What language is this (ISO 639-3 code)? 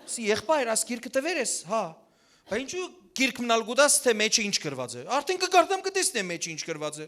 hyw